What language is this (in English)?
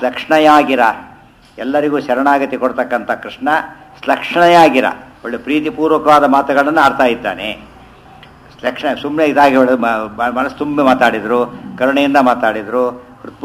Kannada